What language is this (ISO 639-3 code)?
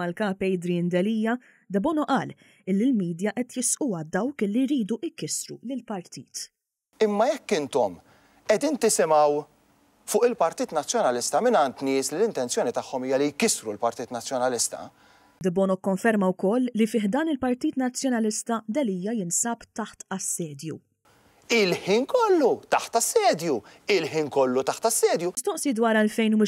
mlt